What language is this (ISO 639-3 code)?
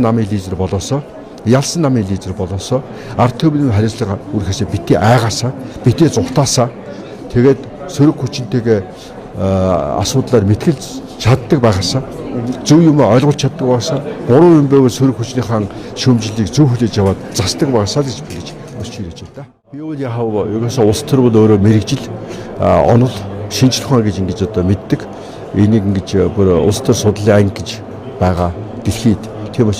mon